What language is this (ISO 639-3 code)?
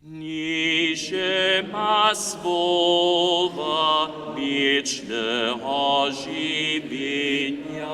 hsb